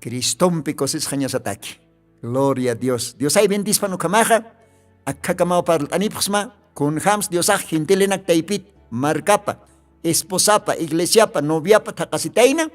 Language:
Aymara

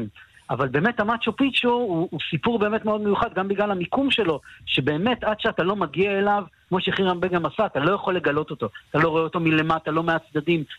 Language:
Hebrew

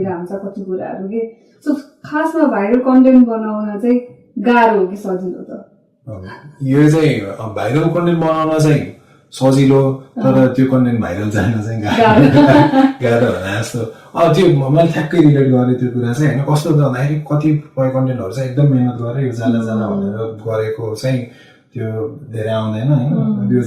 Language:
Nepali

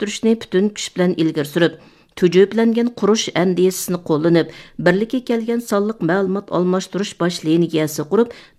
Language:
Uyghur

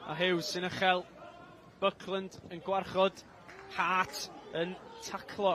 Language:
Welsh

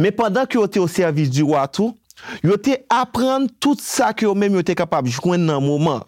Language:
Haitian Creole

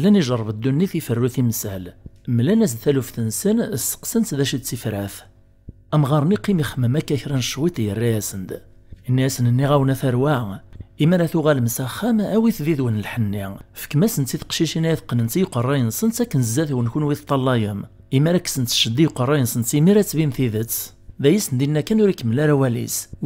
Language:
Kabyle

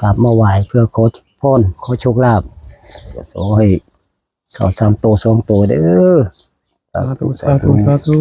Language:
Northeastern Thai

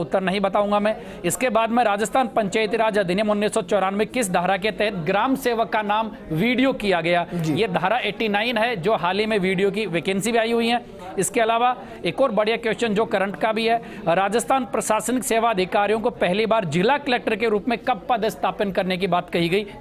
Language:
Hindi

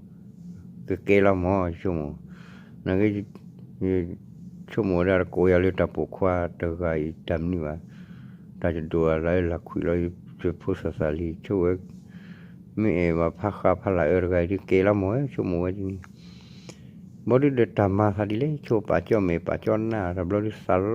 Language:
S'gaw Karen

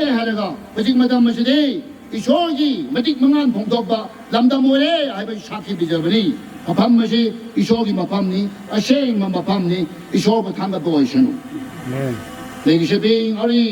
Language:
Tangkhul Naga (India)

